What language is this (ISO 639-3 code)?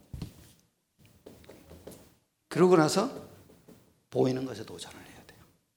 kor